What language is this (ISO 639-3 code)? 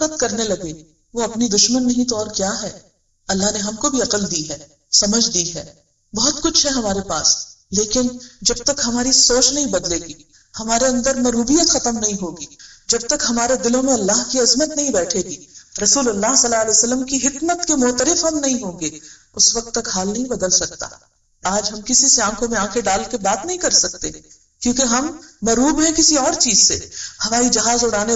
urd